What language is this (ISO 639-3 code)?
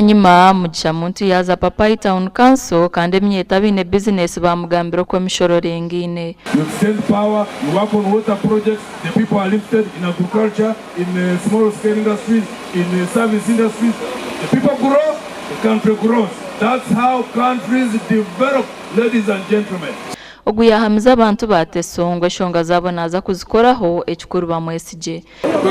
nyn